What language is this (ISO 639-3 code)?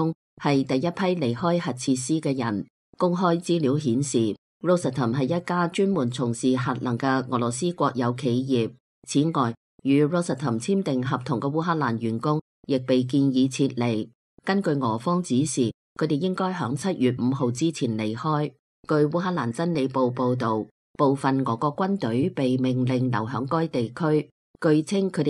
yue